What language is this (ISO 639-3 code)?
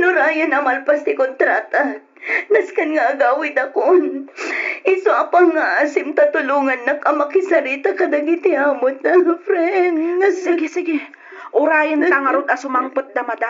ilo